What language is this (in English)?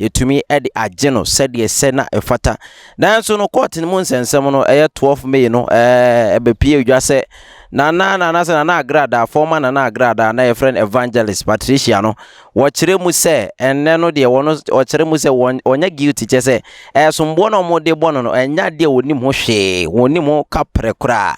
Akan